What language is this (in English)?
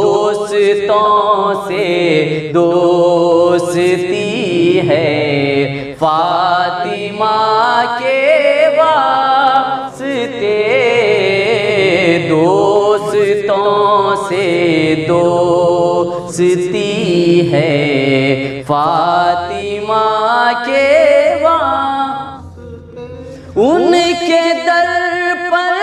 Urdu